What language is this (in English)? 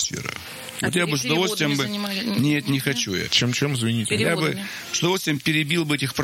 Russian